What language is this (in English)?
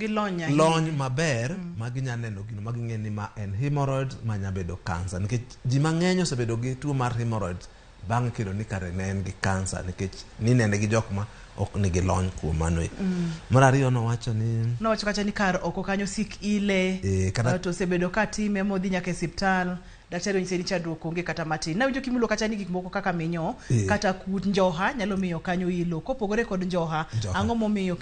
Luo (Kenya and Tanzania)